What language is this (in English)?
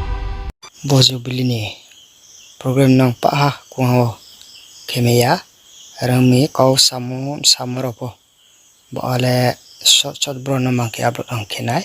Riang (India)